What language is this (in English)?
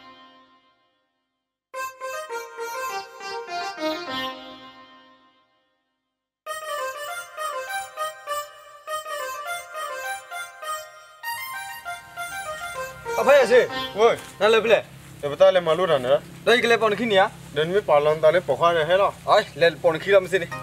S'gaw Karen